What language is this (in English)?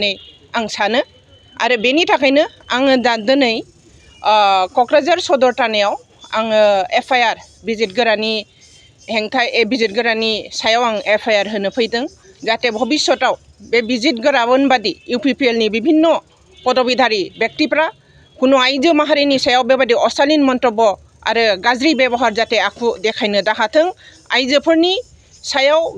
Bodo